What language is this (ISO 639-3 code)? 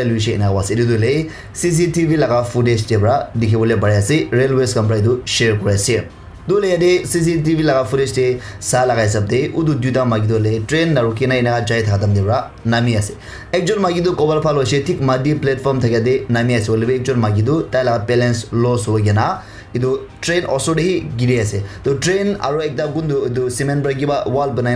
nag